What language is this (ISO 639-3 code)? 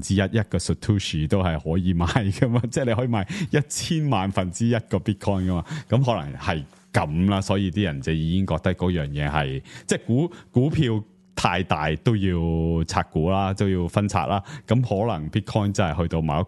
yue